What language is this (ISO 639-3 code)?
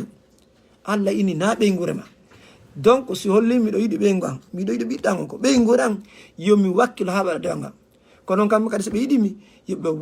ful